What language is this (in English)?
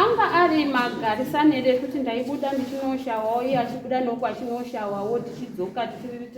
Shona